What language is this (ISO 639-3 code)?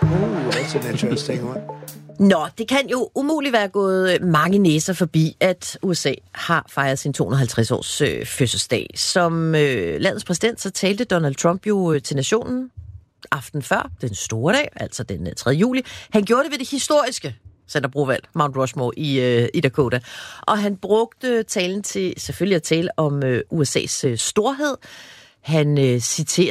dan